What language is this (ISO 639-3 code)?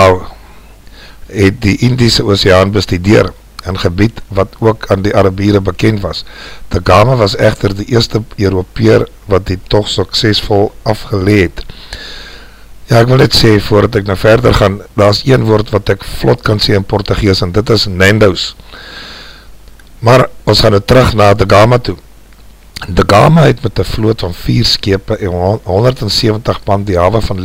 afr